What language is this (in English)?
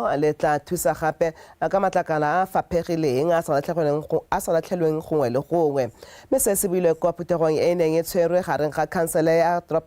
Tswana